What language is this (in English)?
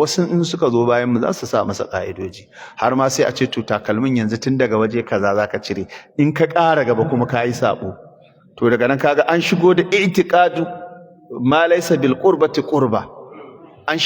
Hausa